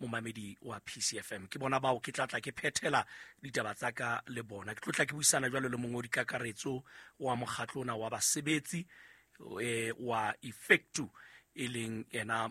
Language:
Southern Sotho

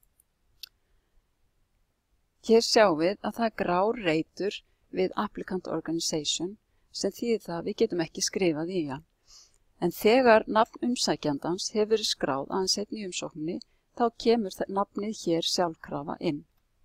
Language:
Icelandic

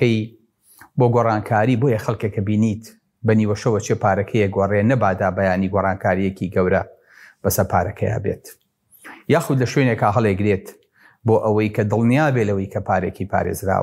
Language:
Central Kurdish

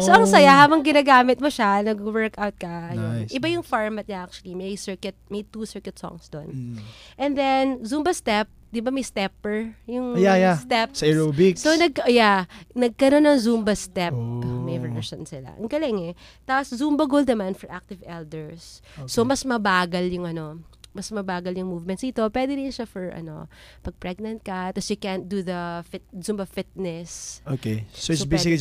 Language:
Filipino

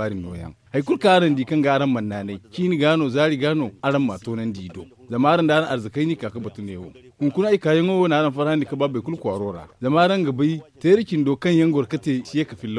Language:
Zarma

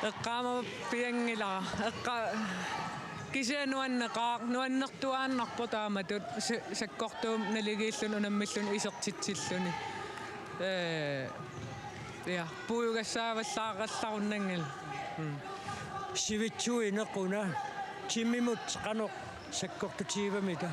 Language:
Kalaallisut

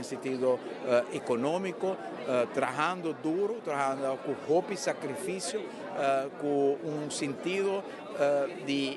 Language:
Papiamento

